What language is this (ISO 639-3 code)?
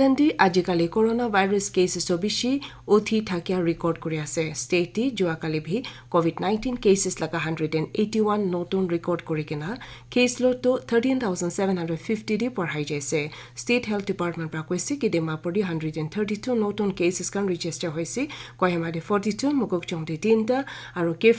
nag